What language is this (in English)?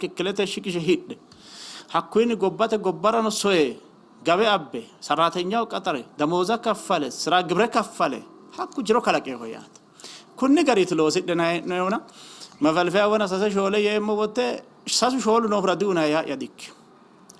Sidamo